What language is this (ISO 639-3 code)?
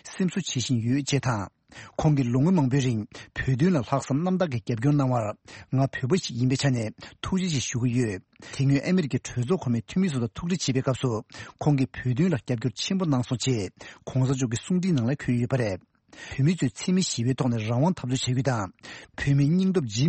bod